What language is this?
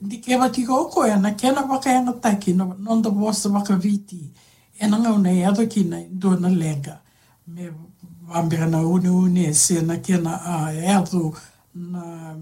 Fijian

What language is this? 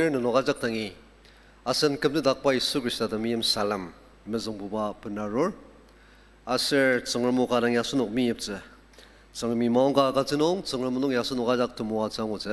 Ao Naga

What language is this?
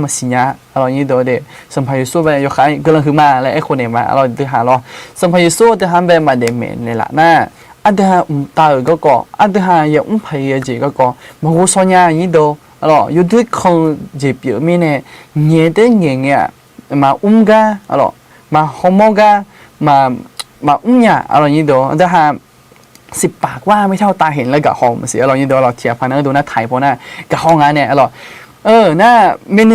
Akha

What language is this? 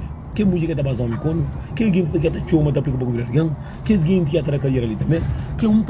Kabuverdianu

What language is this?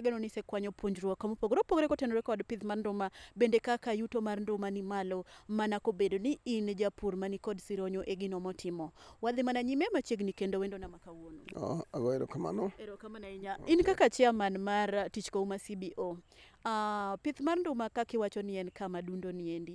Luo (Kenya and Tanzania)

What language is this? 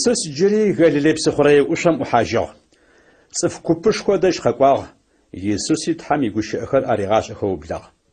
Adyghe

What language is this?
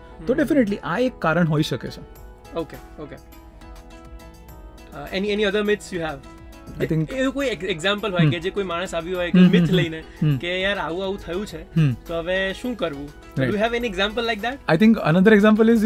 Gujarati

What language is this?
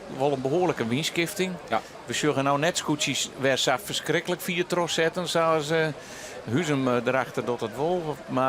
Western Frisian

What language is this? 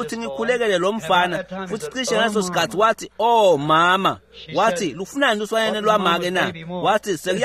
Swati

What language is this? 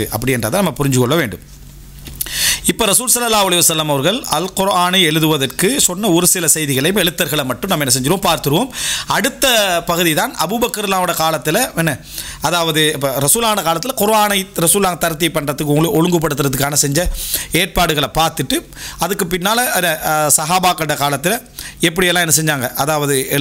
Tamil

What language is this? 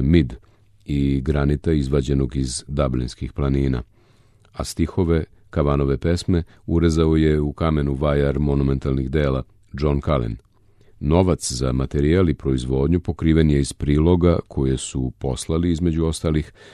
Serbian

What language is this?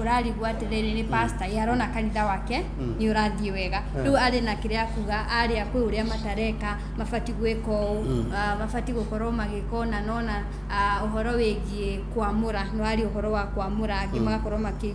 Kikuyu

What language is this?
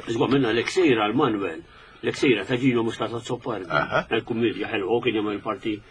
Maltese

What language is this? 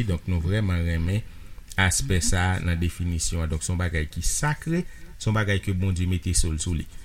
Haitian Creole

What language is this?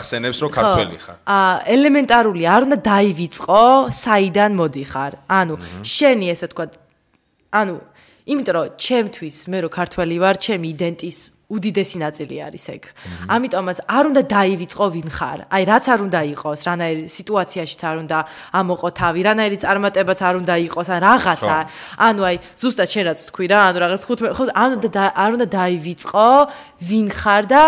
Georgian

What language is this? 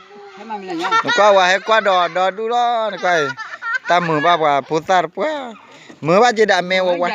S'gaw Karen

